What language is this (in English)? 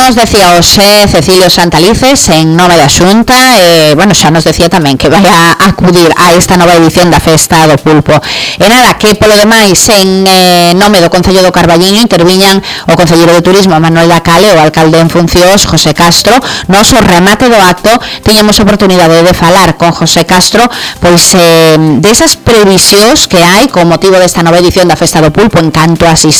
Galician